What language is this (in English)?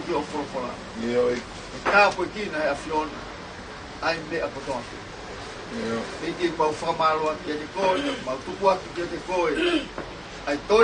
Tongan